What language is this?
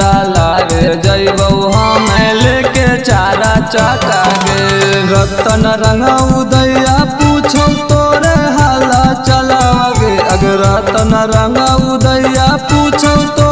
Bhojpuri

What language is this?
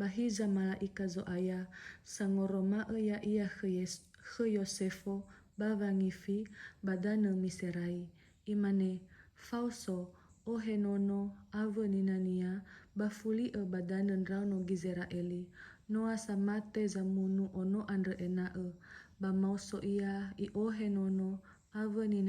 Nias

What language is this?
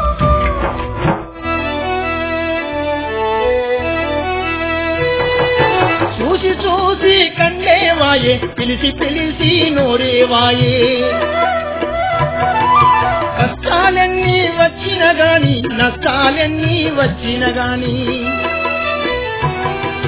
Telugu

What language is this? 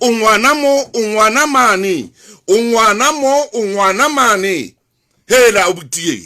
Southern Sotho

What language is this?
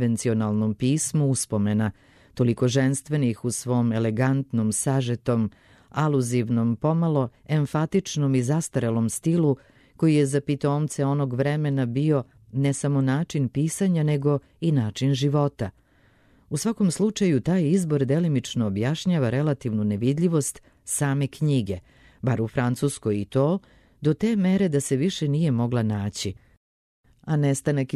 Serbian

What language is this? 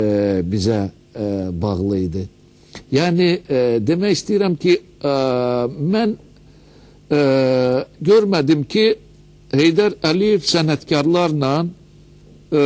Azerbaijani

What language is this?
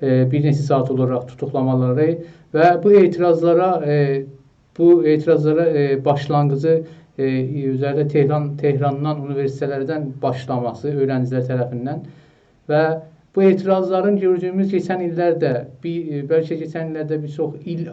South Azerbaijani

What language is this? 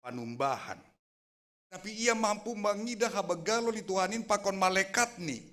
Batak Simalungun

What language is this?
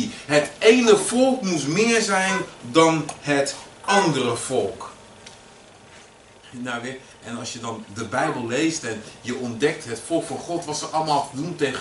Dutch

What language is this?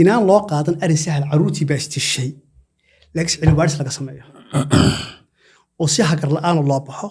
Somali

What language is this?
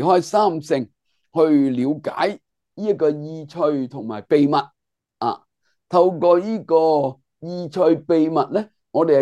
Cantonese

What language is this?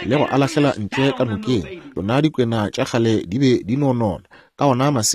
Northern Sotho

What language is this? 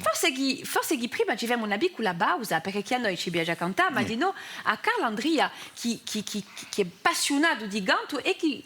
Corsican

